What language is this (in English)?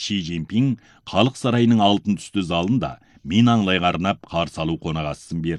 Kazakh